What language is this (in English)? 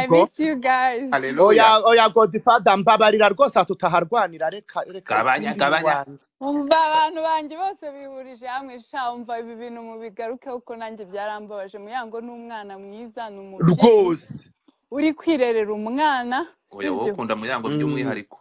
Kinyarwanda